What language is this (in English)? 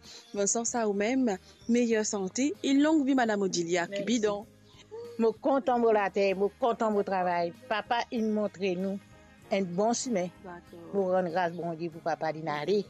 Morisyen